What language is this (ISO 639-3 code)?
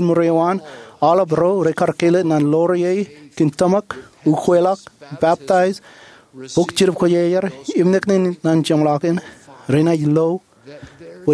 mah